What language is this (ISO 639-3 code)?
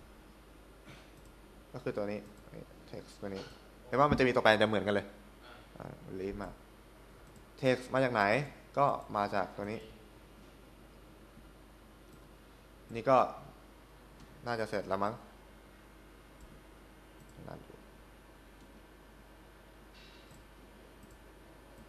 tha